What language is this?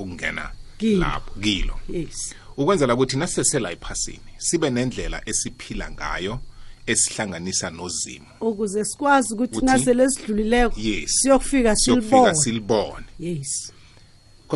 South Ndebele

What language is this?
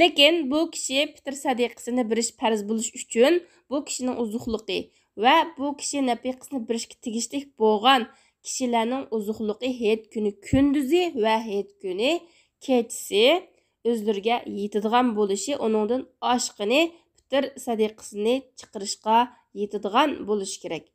Uyghur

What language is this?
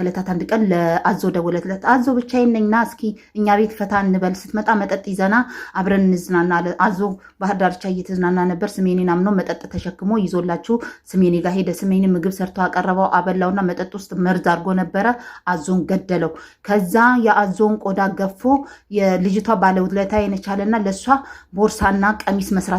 Amharic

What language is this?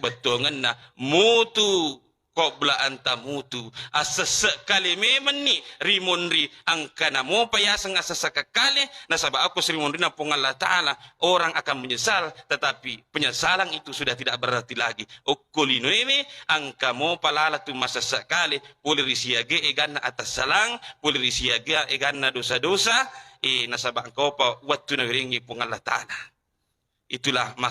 Buginese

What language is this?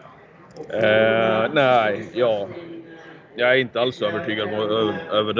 Swedish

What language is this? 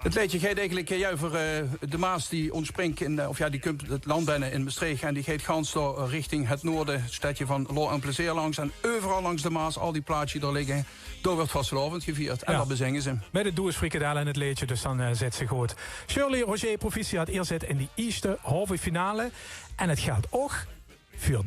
Limburgish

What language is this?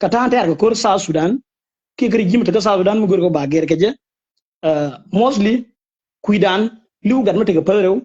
Nuer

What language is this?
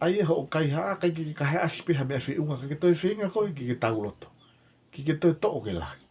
Tongan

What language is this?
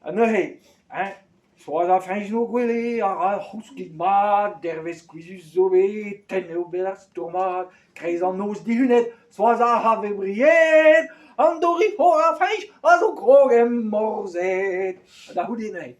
Breton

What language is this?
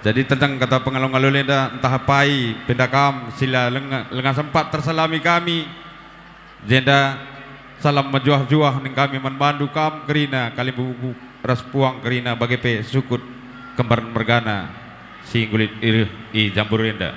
Batak Karo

